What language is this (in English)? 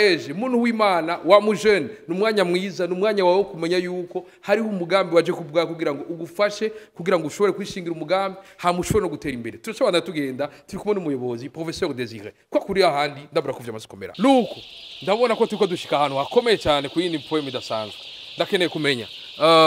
Rundi